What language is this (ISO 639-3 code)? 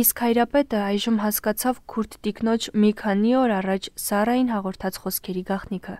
hye